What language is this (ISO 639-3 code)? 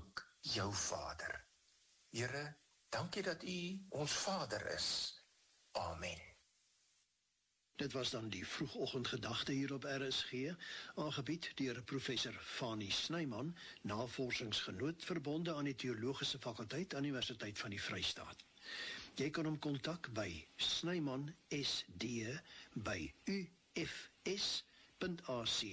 afr